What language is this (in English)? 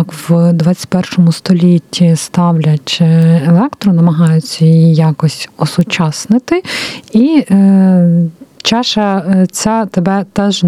Ukrainian